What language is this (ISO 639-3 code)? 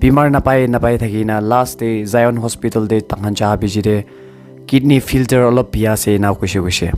nag